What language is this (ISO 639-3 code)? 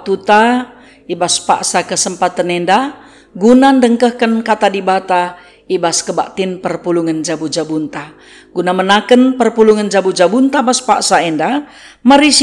btx